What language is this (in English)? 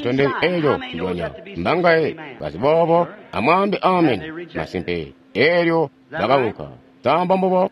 Tonga (Zambia)